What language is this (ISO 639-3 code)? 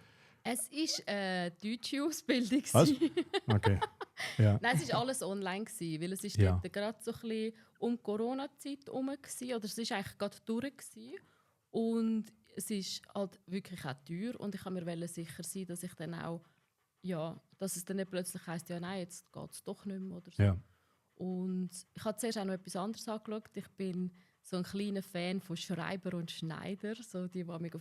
gsw